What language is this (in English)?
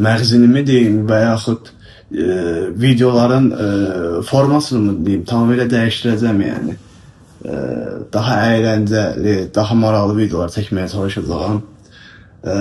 Azerbaijani